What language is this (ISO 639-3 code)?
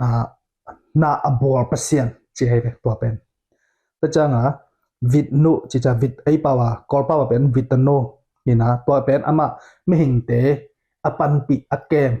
ctd